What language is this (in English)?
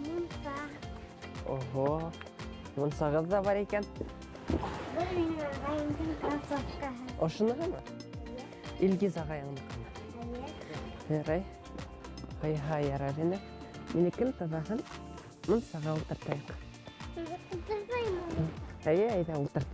Bashkir